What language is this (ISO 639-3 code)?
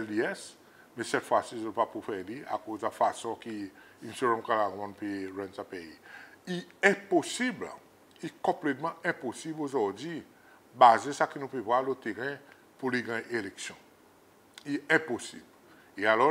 crs